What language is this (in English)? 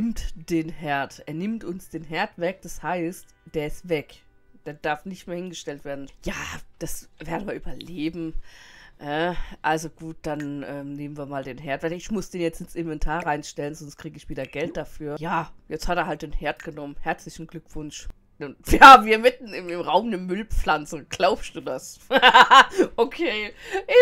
German